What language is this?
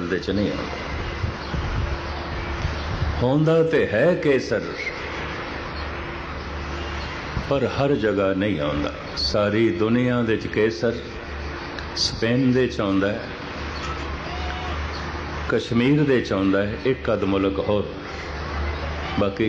Punjabi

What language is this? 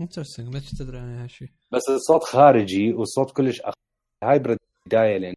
Mesopotamian Arabic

